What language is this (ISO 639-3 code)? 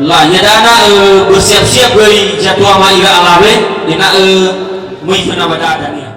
nia